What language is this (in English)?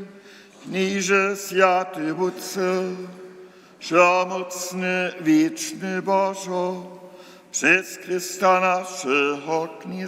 Upper Sorbian